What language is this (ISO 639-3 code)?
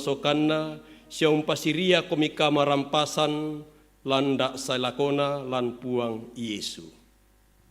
sda